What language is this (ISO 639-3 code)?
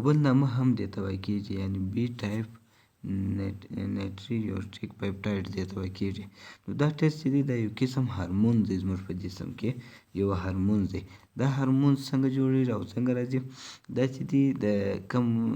pus